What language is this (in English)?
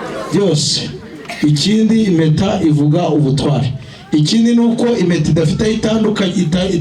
Kinyarwanda